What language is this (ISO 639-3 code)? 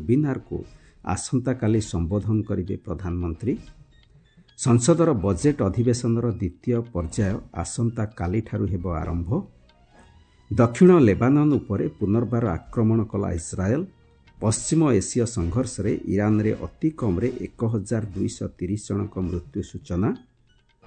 ori